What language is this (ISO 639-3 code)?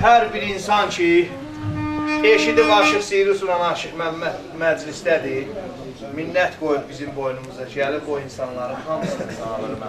azb